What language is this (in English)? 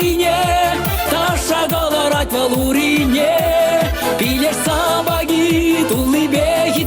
Chuvash